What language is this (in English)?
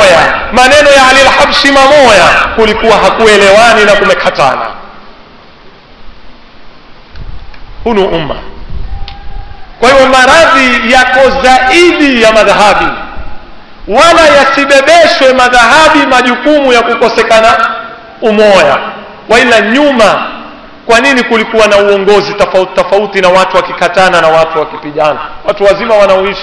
Swahili